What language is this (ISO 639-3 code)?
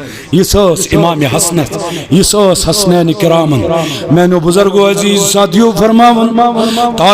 kas